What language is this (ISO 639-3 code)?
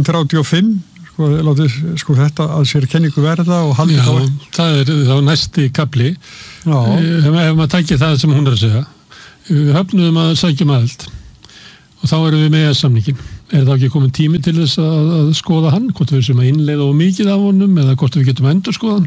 isl